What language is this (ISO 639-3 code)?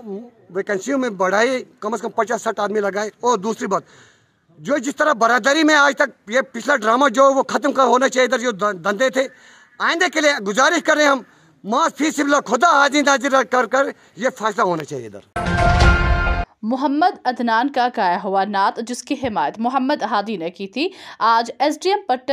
urd